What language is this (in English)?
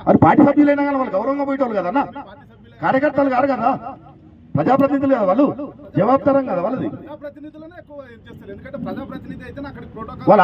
Telugu